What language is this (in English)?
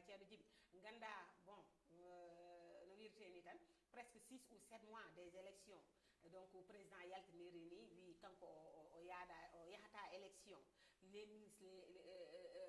Fula